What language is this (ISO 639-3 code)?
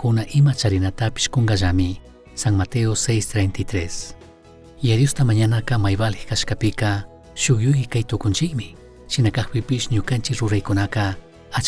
qug